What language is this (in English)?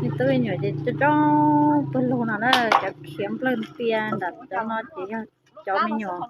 Hmong